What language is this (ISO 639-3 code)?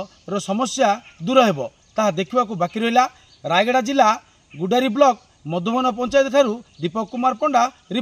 ori